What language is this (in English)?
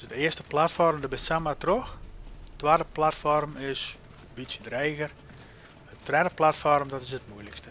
Western Frisian